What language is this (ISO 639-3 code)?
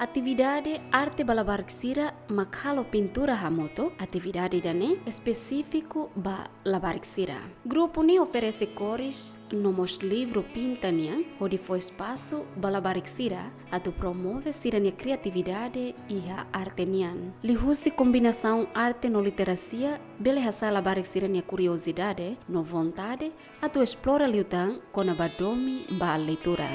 tet